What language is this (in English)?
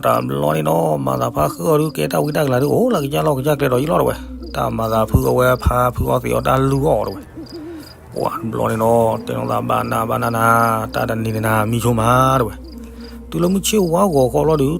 S'gaw Karen